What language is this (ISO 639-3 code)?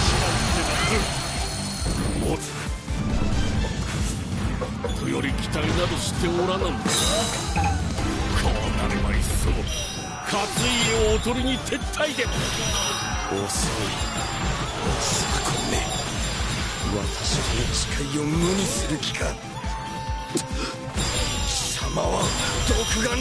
jpn